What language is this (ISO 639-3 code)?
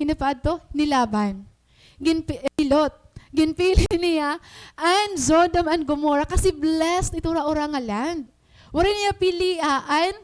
war